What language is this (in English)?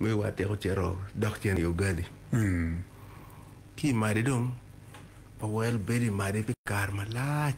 Acoli